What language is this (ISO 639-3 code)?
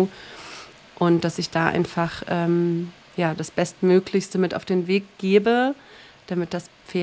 deu